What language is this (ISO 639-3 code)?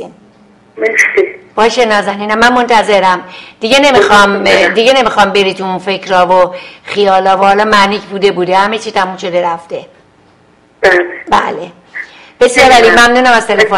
fas